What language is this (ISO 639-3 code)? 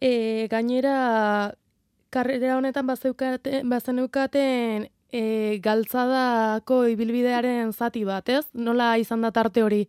eus